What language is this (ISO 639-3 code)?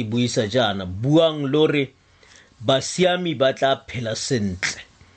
tsn